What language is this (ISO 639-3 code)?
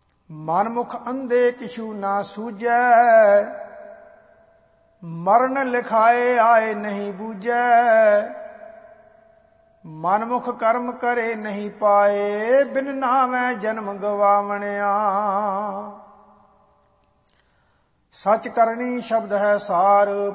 pan